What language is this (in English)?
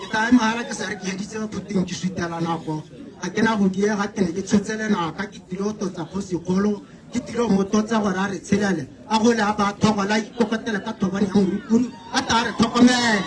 Tswana